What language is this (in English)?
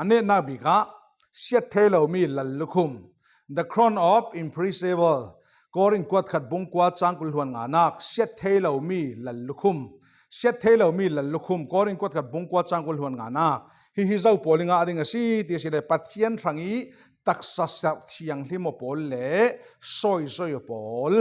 Falam Chin